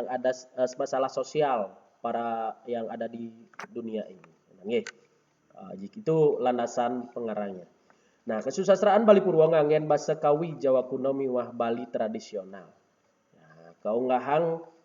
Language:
Balinese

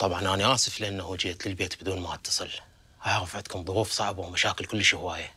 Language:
Mesopotamian Arabic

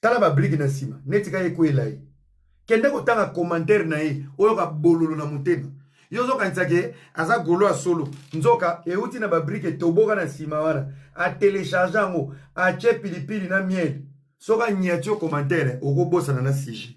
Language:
Lingala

